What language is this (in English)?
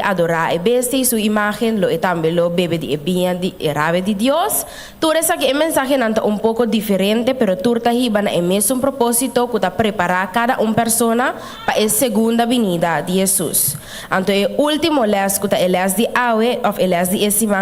Papiamento